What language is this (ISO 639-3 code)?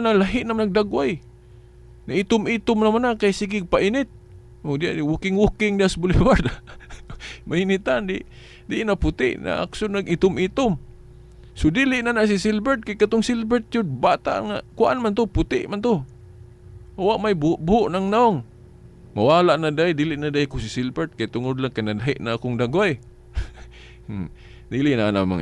ceb